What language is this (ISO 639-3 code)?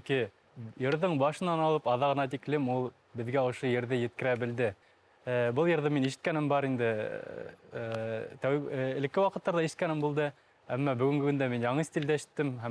bak